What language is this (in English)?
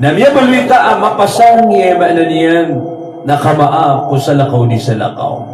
Maranao